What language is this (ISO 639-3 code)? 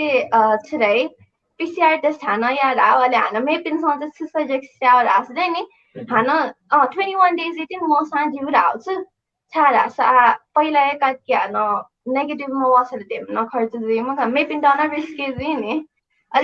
new